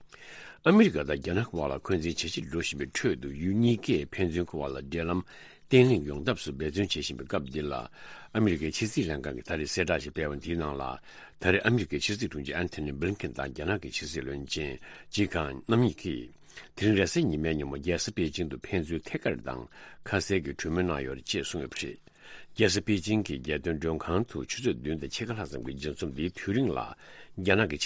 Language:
Tibetan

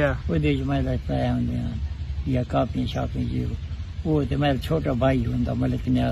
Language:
Saraiki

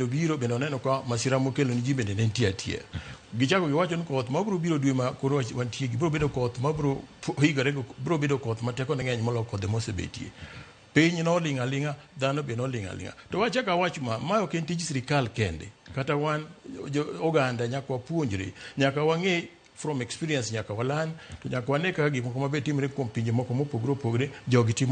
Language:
Luo (Kenya and Tanzania)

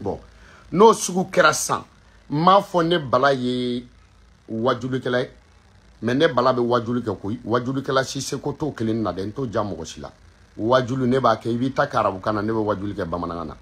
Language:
Bambara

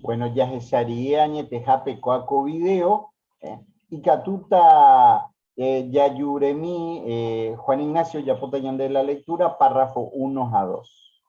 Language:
Guarani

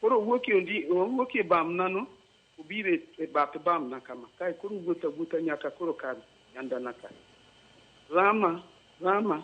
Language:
Luo (Kenya and Tanzania)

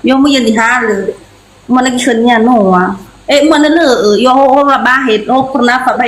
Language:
Nias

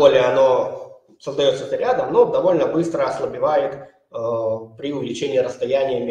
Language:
Russian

